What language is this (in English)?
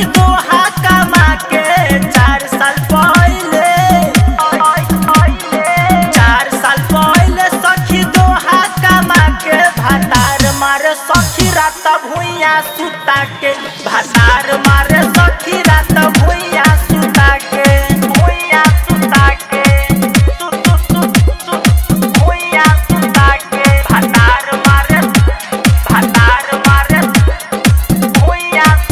Bhojpuri